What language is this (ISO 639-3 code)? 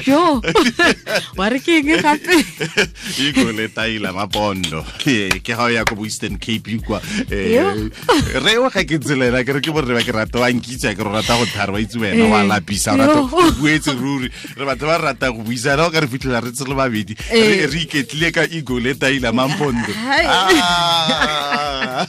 tsn